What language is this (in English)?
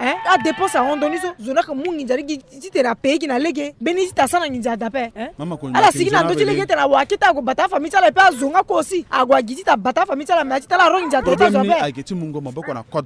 Sango